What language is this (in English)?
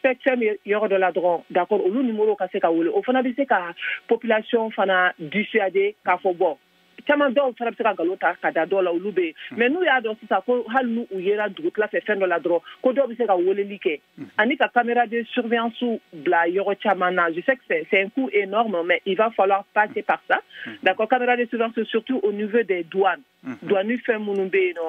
Bambara